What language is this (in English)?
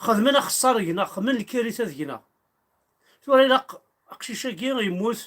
Kabyle